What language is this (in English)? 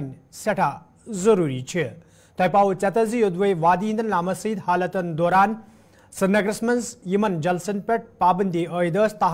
Kashmiri